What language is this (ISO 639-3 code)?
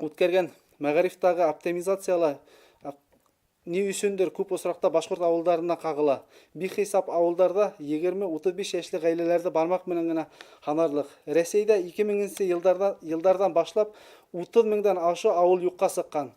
bak